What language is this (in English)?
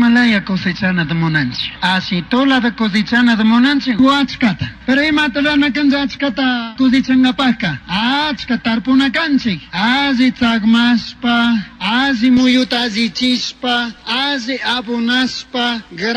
Chimborazo Highland Quichua